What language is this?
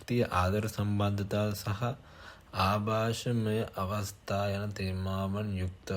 Sinhala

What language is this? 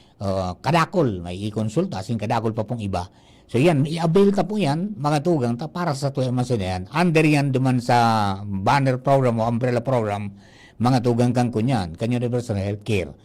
Bikol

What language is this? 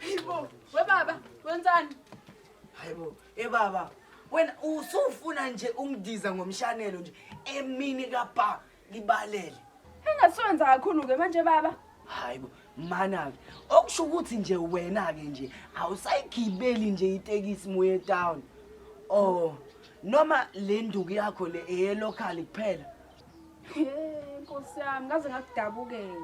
Zulu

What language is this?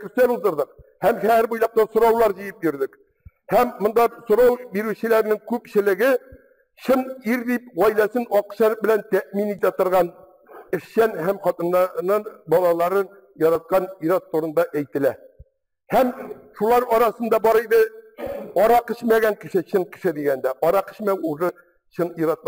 Tatar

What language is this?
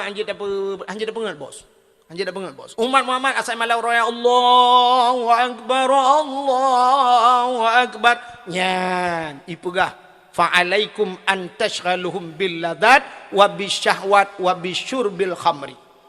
Achinese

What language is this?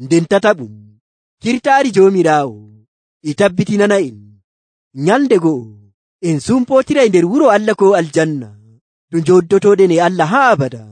Nigerian Fulfulde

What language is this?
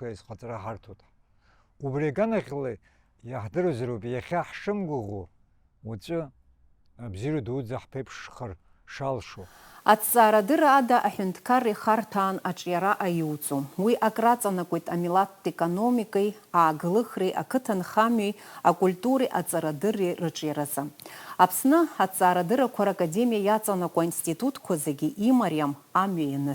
Abkhazian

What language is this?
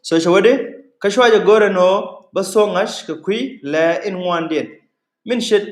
Nuer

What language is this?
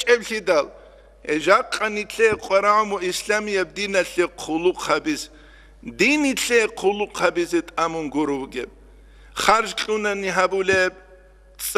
Avaric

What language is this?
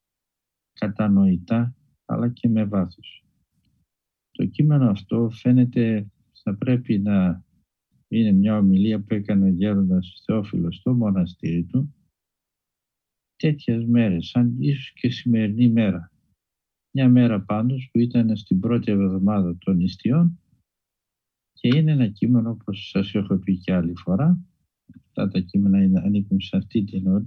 Greek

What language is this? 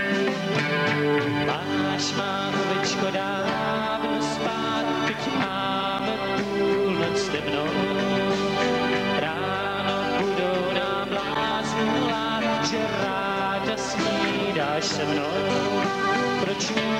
Czech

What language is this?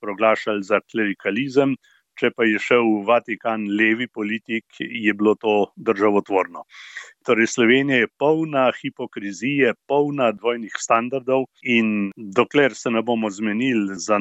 Slovenian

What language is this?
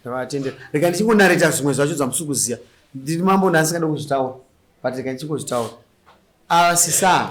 Shona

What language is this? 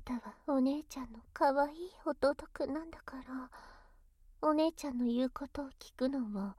Japanese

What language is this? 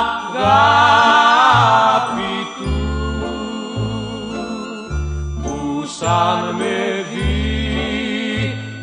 Greek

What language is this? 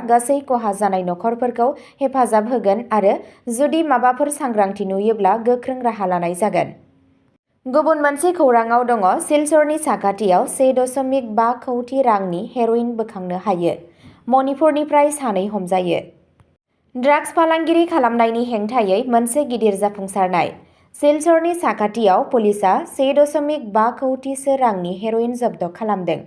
Bodo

